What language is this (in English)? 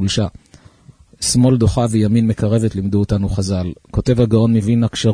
Hebrew